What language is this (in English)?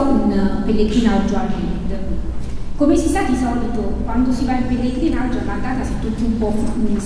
Italian